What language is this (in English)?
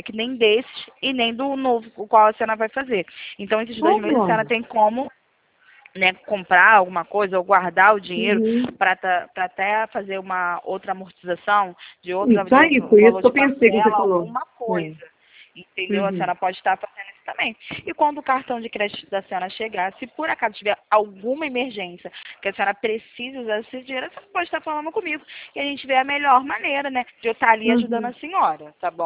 Portuguese